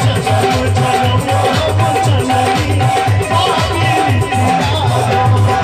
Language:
Maithili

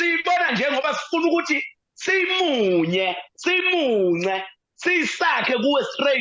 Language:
Zulu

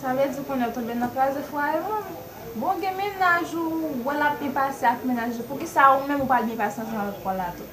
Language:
Haitian Creole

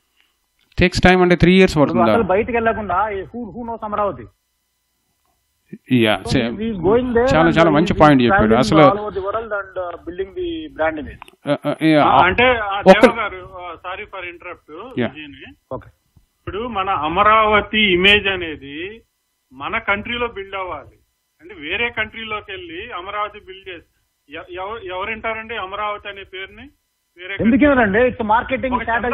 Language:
Telugu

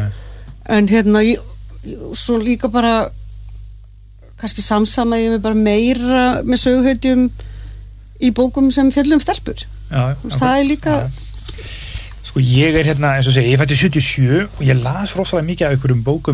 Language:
Icelandic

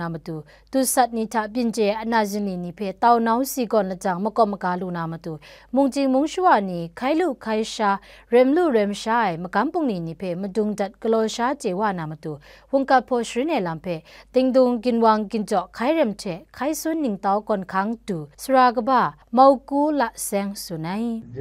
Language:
Kachin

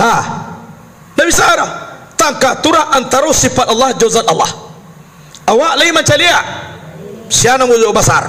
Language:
Minangkabau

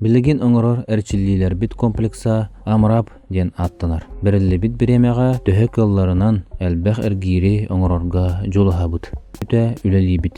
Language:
Yakut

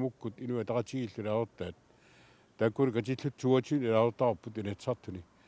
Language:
Kalaallisut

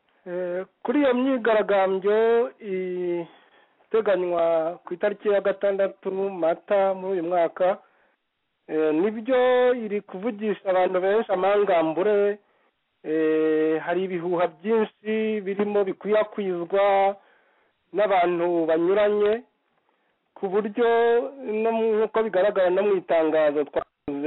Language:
Kinyarwanda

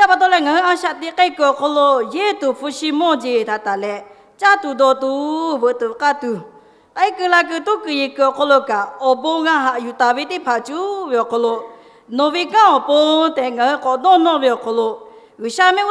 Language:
Lahu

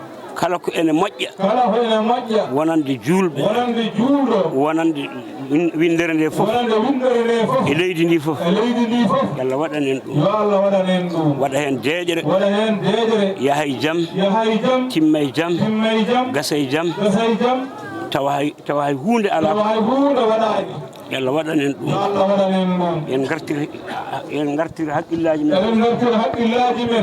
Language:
Fula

